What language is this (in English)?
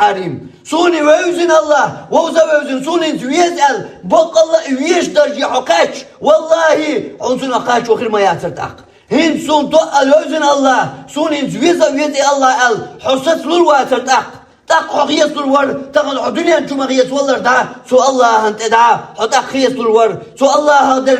Chechen